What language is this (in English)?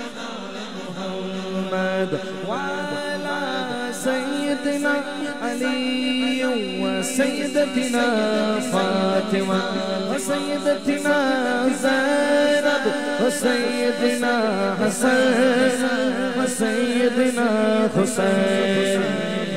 Urdu